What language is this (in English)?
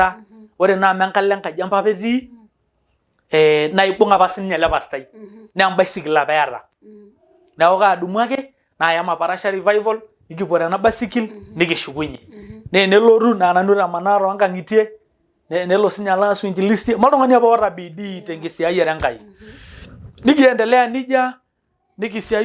Masai